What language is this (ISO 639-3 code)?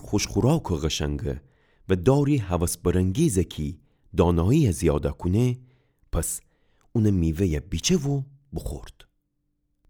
glk